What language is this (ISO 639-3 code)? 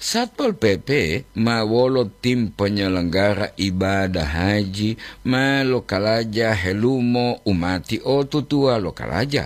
gor